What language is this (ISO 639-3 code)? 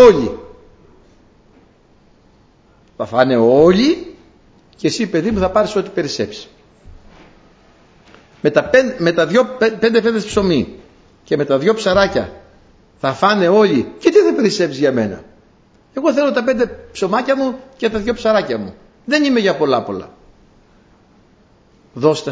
ell